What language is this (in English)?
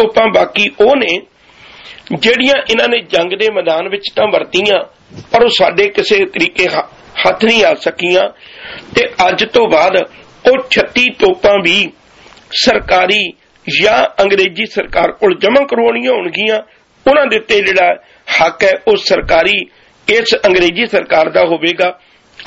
Punjabi